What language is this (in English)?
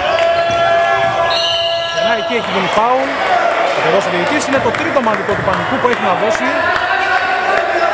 Greek